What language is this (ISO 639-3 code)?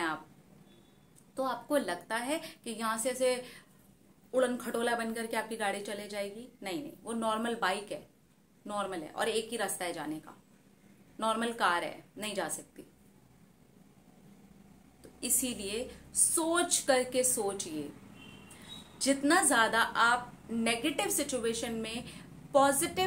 hin